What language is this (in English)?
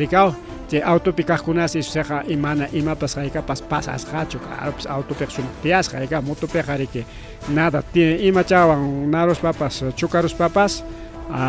Ayacucho Quechua